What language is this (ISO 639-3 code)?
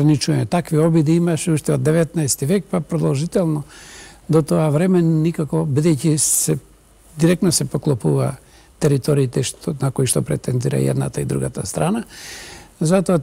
mkd